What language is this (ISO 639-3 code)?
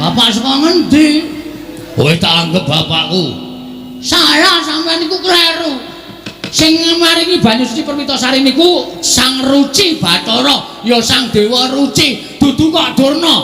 jav